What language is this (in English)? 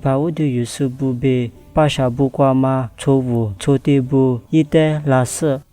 Lisu